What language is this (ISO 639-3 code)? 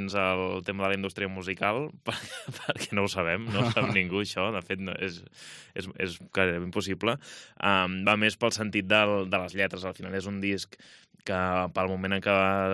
cat